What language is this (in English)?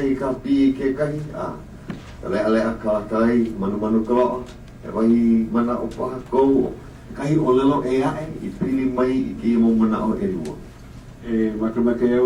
Hawaiian